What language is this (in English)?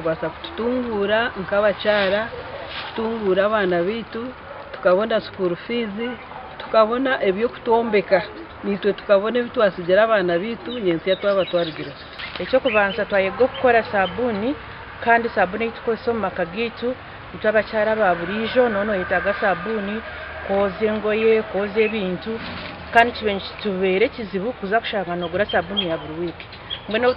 Nyankole